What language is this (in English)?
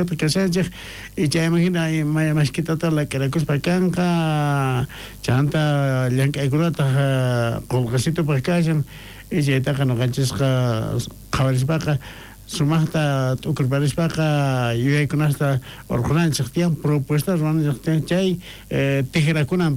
South Bolivian Quechua